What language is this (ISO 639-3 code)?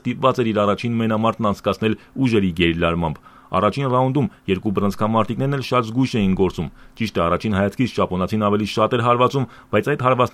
hye